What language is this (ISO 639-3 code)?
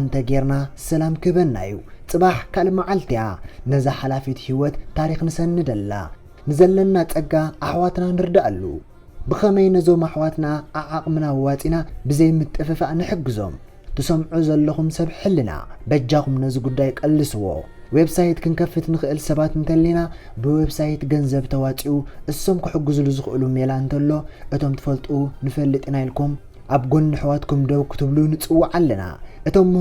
tir